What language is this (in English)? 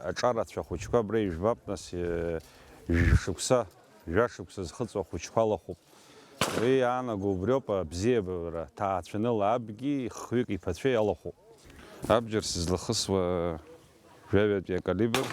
Abkhazian